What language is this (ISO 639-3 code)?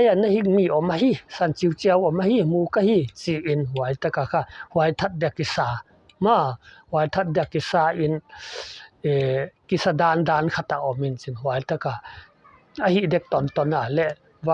pck